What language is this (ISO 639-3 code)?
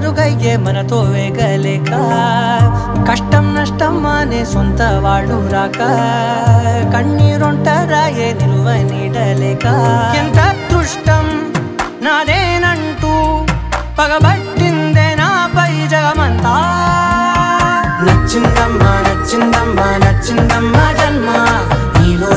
tel